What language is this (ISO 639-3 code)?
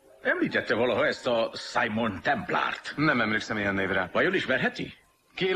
hun